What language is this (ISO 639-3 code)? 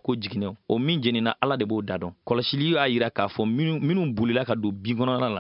bam